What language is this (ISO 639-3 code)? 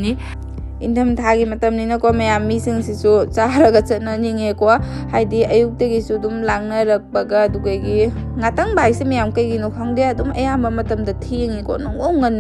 mni